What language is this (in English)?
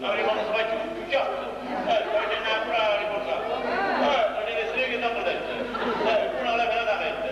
Neapolitan